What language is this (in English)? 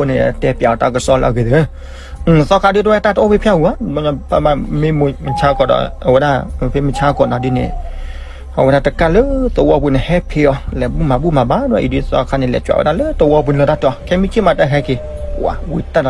S'gaw Karen